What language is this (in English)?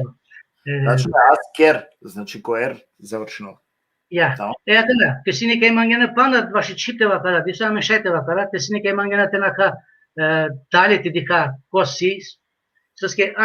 Balkan Romani